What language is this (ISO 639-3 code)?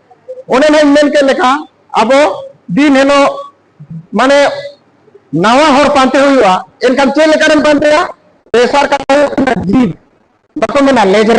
sat